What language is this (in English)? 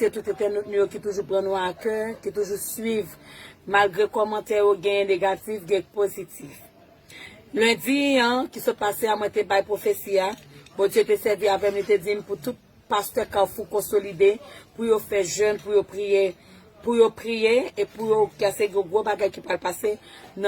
Haitian Creole